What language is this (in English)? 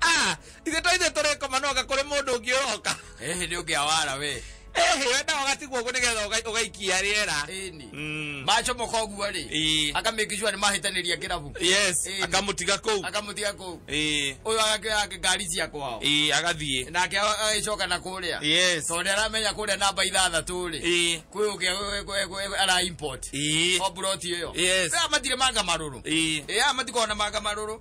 Kikuyu